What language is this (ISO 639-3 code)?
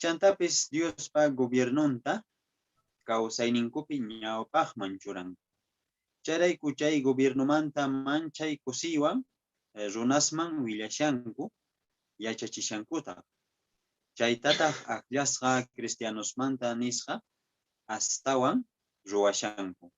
que